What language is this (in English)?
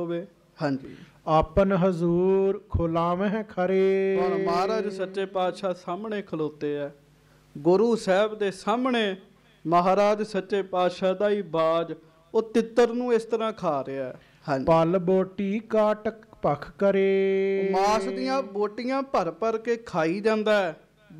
Punjabi